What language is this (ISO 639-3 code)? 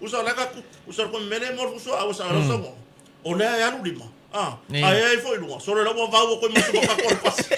smo